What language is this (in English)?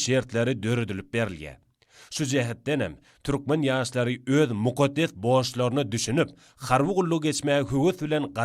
Turkmen